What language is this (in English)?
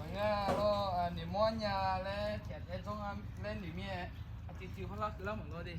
Akha